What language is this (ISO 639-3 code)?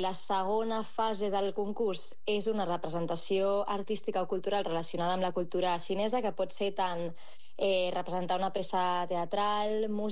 cat